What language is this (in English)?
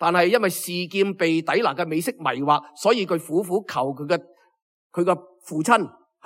Cantonese